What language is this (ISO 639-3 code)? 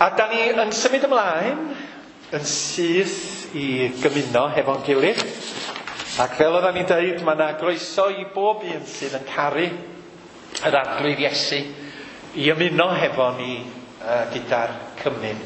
cym